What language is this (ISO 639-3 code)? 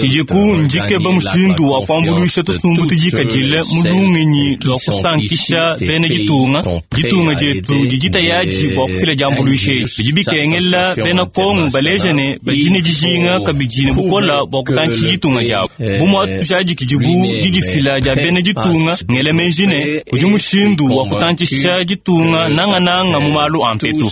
lua